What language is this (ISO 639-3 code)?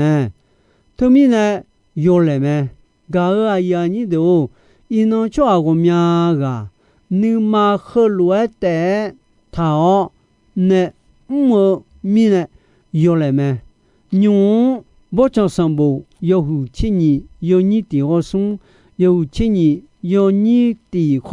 ahk